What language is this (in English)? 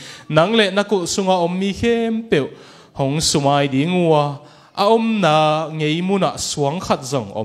Tedim Chin